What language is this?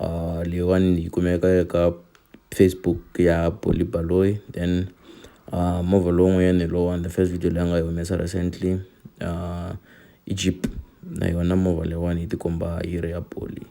Tsonga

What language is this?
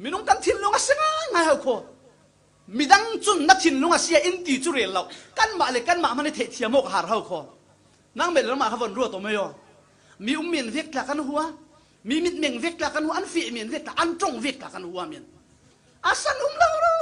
Falam Chin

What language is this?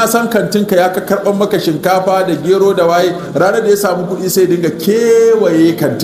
Hausa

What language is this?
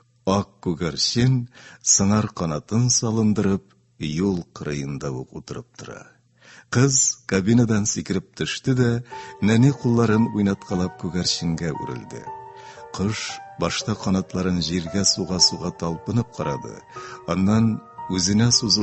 Tatar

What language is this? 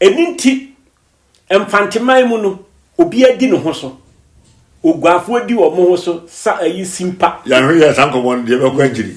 Akan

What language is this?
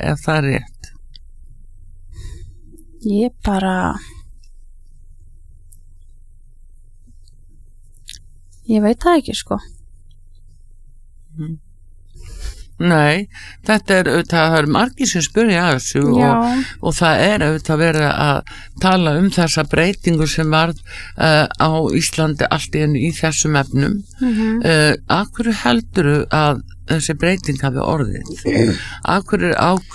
Icelandic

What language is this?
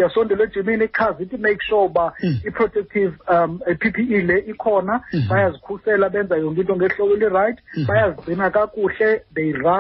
Xhosa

